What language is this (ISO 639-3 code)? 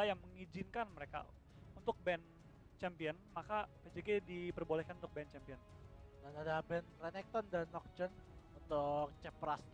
ind